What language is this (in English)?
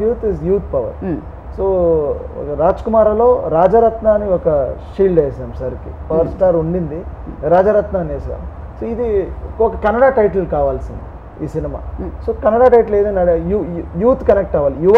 Telugu